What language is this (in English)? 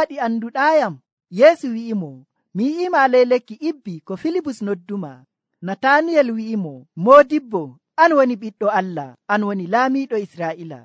Nigerian Fulfulde